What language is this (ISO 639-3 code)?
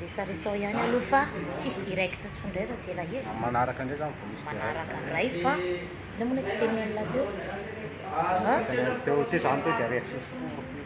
mlg